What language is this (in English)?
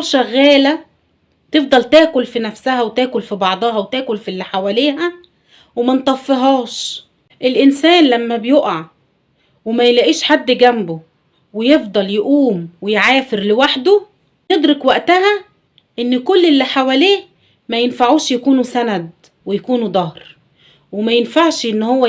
Egyptian Arabic